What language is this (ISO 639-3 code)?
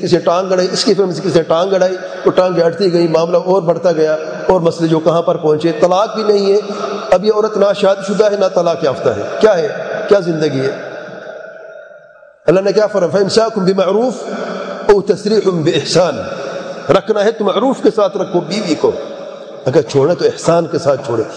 urd